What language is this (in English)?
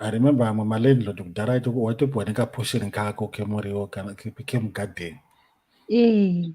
Shona